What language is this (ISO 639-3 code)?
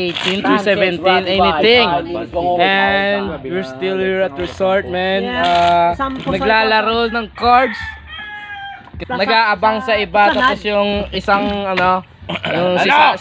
fil